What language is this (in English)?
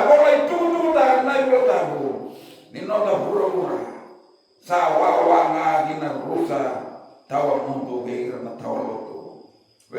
Fijian